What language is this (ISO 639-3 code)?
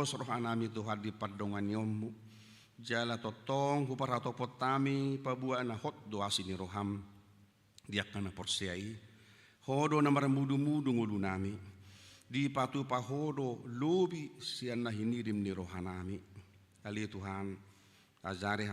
bbc